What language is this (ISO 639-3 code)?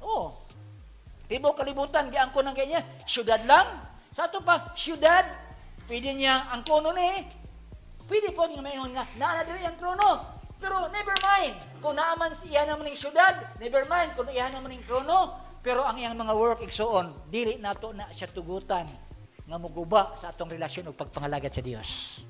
ceb